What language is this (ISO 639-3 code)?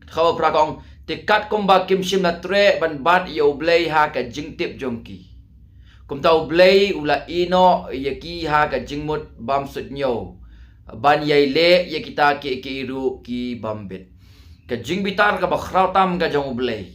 kha